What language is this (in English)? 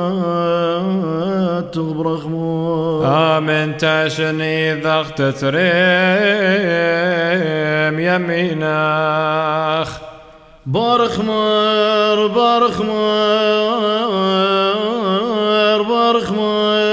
Classical Syriac